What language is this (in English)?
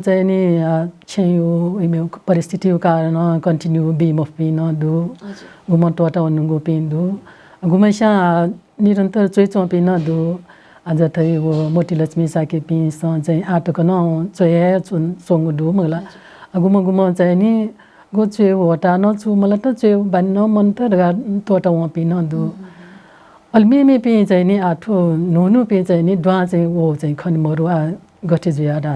Newari